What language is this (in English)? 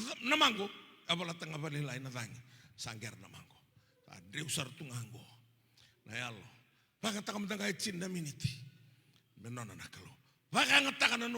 Fijian